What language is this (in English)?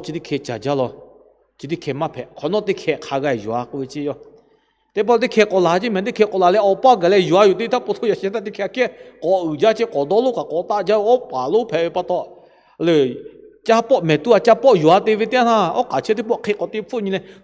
Lahu